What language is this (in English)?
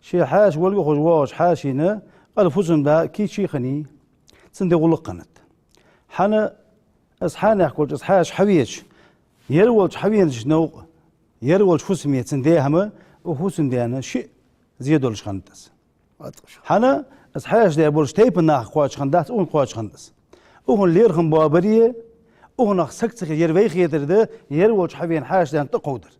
Ingush